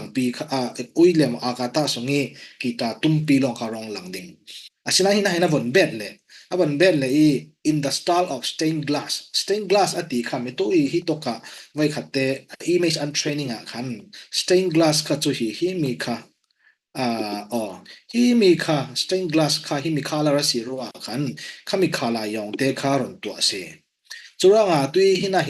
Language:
Falam Chin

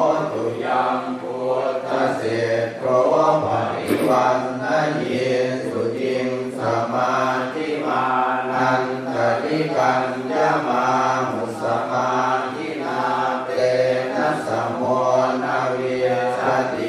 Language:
Pali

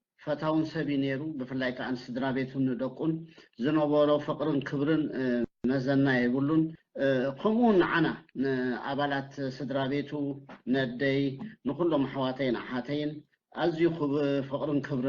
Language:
Tigrinya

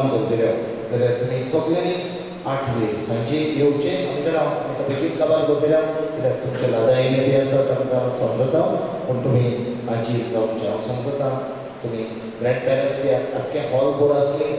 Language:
Konkani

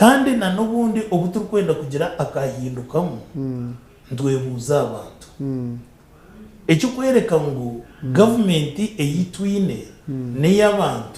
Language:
Nyankole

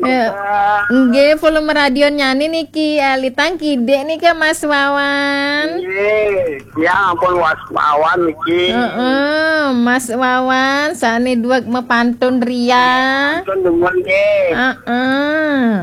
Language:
Balinese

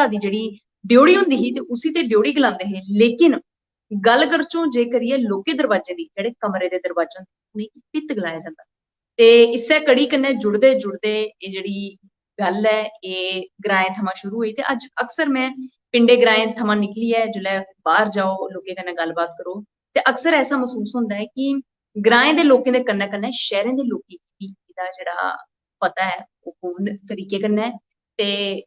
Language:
Dogri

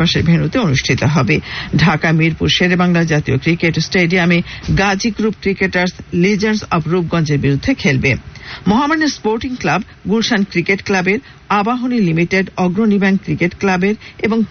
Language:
Bangla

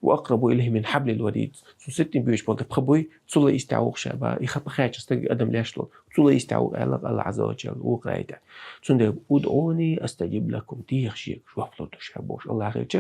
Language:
Chechen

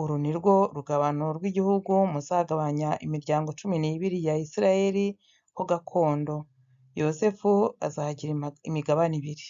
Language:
Kinyarwanda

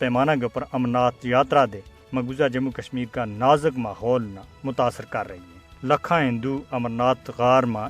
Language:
Gujari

